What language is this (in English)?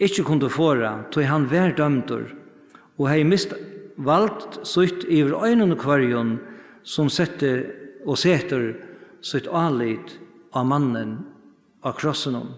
Faroese